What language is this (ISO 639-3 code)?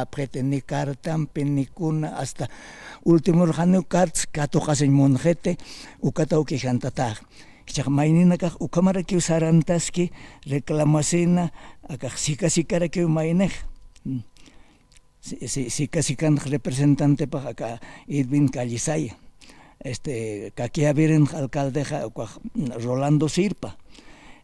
aym